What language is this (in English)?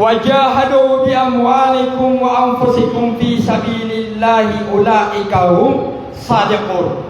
Maranao